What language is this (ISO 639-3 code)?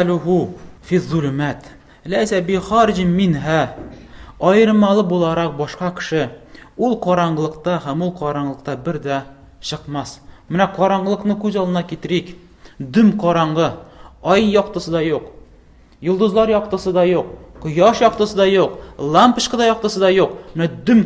tat